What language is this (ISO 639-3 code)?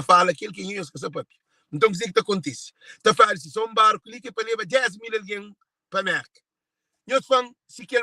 kea